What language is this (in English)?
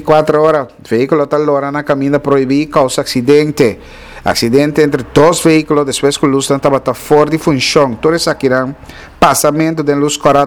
Papiamento